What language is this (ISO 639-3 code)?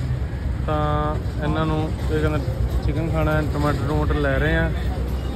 pan